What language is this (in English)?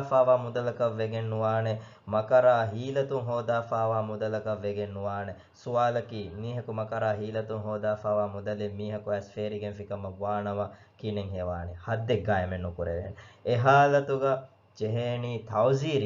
Divehi